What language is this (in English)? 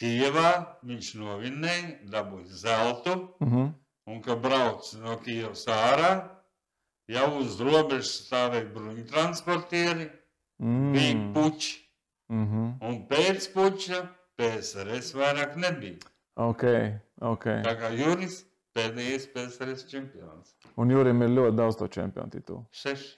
Latvian